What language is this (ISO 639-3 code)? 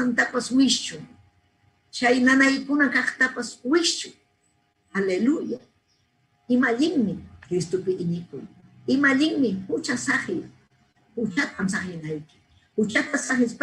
quy